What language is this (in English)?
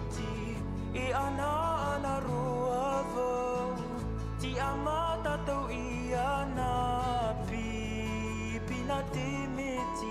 Tahitian